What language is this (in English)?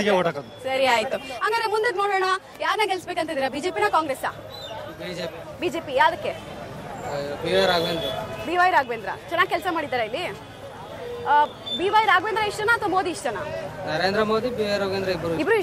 Kannada